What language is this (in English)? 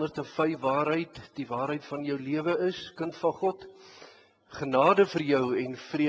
Afrikaans